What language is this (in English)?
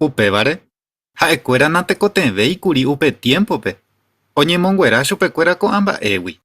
Guarani